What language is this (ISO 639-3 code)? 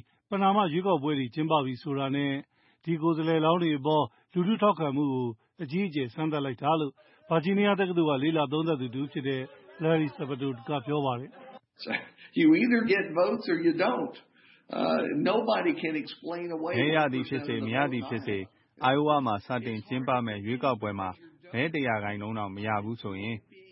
mya